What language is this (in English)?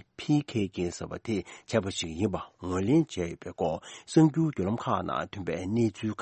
Tibetan